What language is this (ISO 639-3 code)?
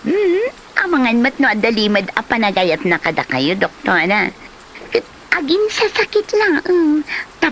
ilo